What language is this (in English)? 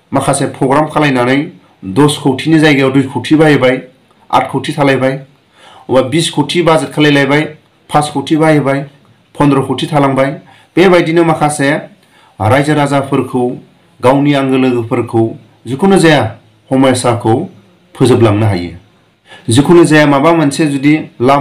Bodo